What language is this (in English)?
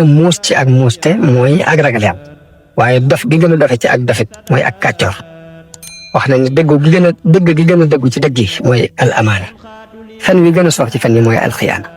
Wolof